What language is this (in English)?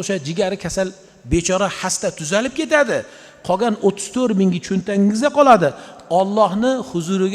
Uzbek